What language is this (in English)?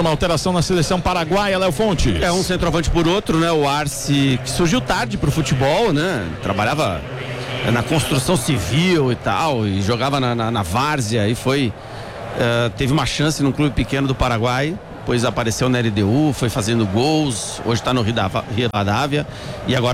Portuguese